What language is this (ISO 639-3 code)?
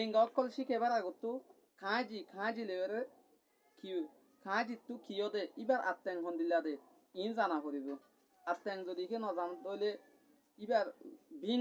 rhg